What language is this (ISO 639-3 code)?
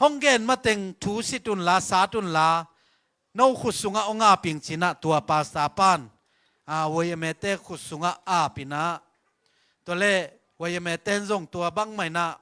ctd